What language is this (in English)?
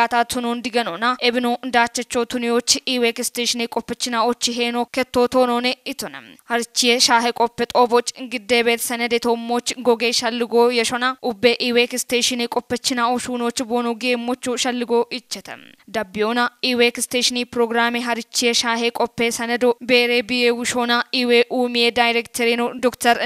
Kafa